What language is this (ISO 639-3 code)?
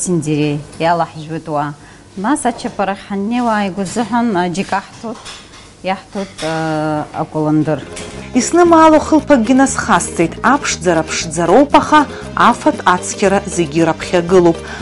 abk